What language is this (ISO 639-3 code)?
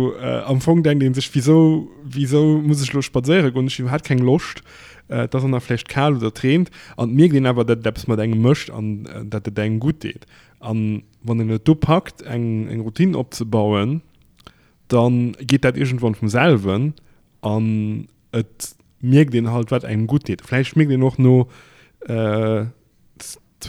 ltz